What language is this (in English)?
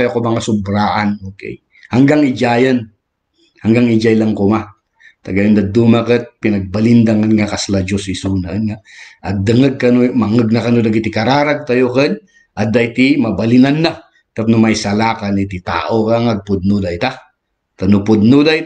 Iloko